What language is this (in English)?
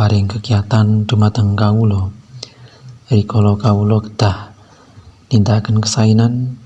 Javanese